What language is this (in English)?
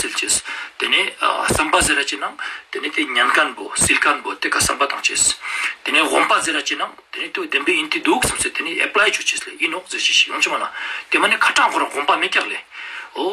Ladakhi